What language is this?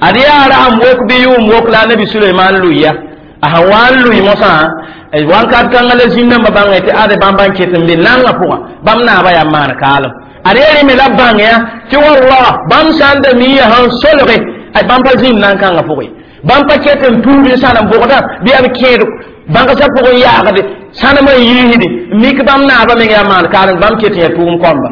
Mossi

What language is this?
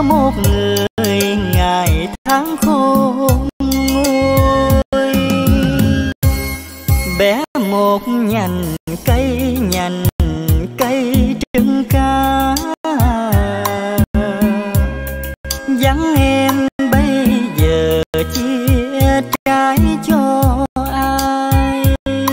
Vietnamese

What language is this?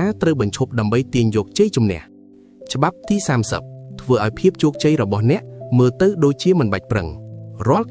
Khmer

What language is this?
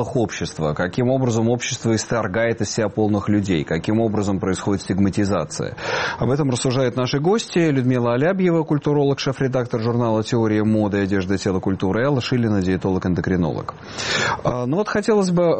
Russian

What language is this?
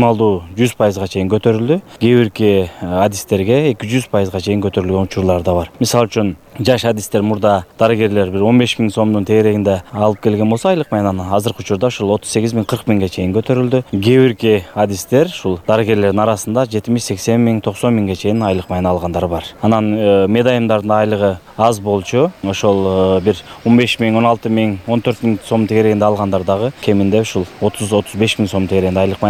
Kyrgyz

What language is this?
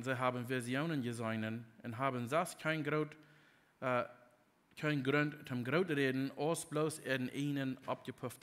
Plautdietsch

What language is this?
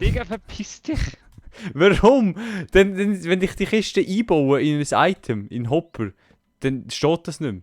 Swiss German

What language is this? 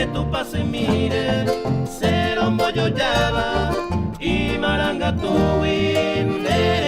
Guarani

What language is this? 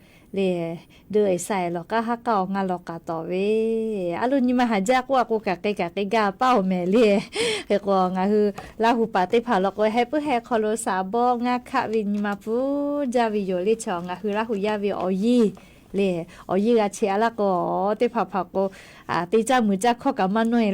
Lahu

